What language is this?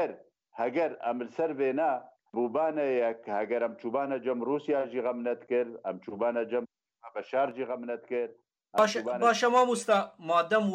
Kurdish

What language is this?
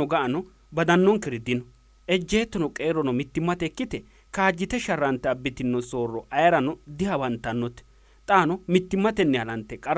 Sidamo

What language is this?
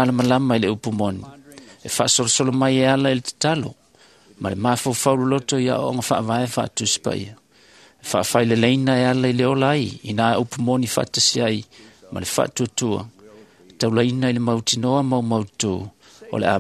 Samoan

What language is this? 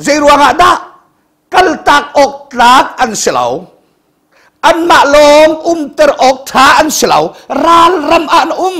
Hakha Chin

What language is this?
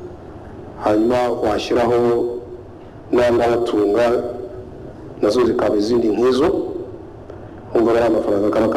Kinyarwanda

